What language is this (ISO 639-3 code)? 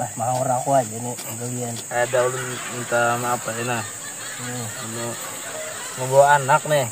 bjn